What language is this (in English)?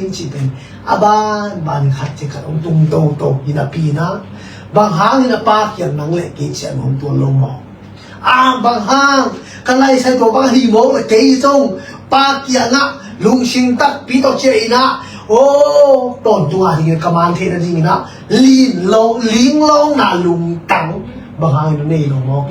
Tedim Chin